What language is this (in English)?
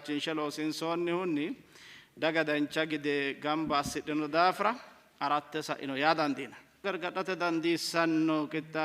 Sidamo